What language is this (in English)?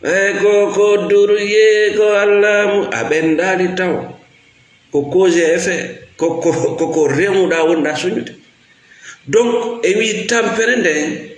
Fula